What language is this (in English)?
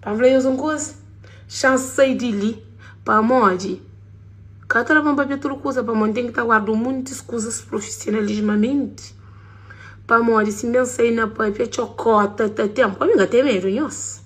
Kabuverdianu